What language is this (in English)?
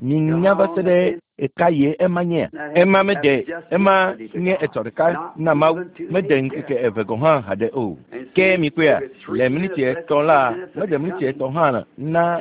Ewe